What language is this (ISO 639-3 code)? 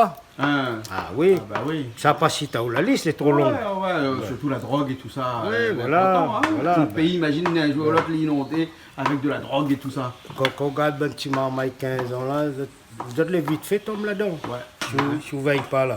rcf